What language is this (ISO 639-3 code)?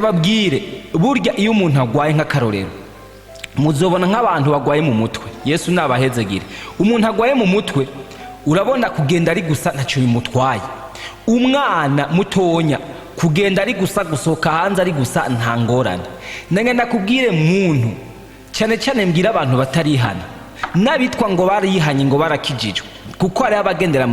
run